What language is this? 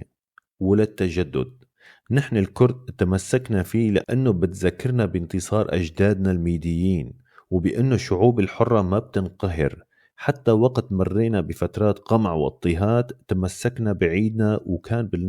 North Levantine Arabic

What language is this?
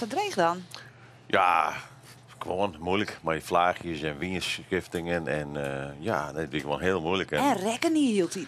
Western Frisian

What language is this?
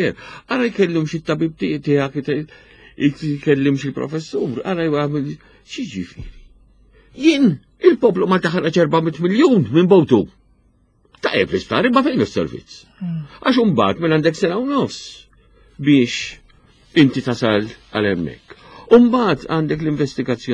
Maltese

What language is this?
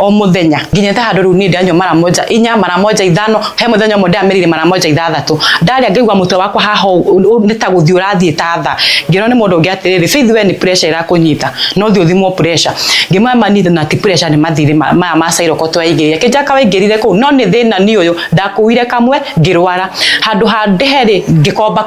Kikuyu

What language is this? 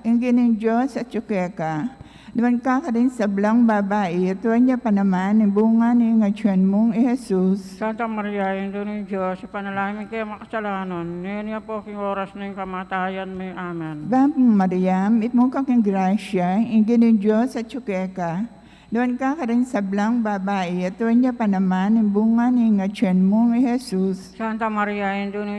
Pampanga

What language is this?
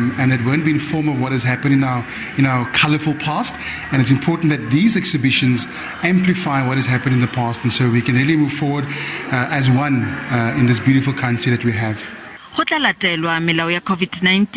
Northern Sotho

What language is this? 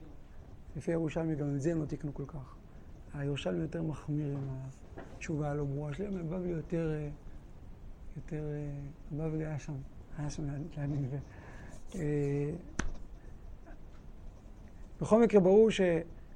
Hebrew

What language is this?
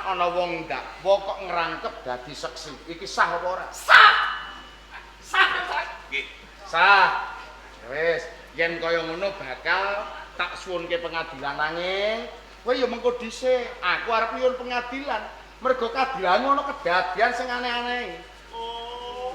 Javanese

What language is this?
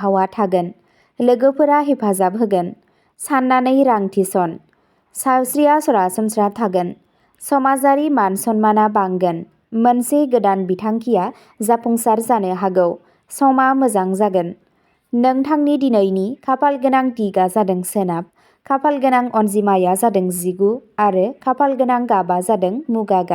Bodo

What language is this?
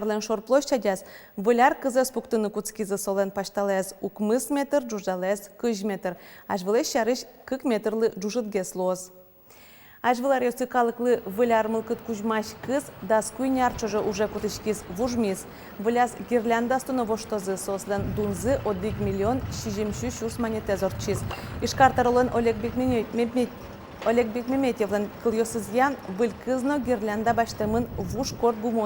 Udmurt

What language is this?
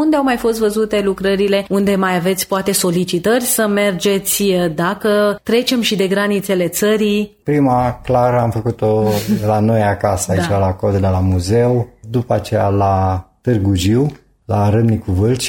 Romanian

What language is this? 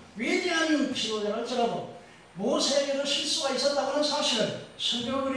Korean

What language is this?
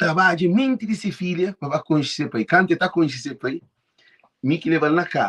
Kabuverdianu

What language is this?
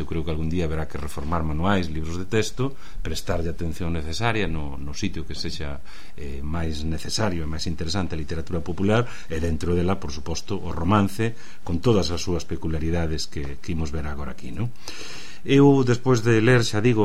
Galician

